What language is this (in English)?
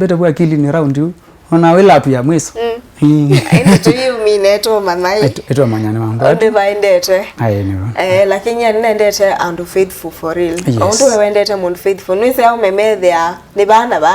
Kamba